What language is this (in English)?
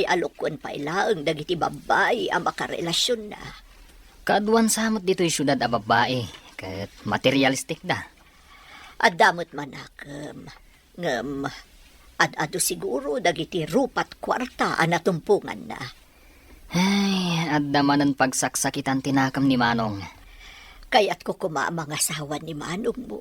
Iloko